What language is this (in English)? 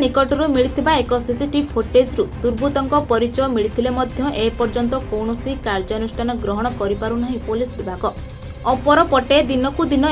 Odia